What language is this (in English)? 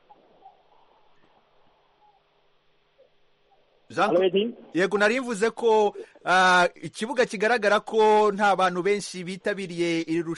Kinyarwanda